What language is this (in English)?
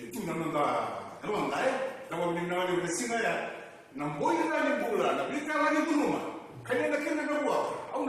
Fijian